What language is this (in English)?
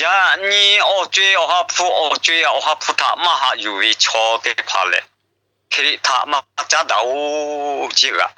Lahu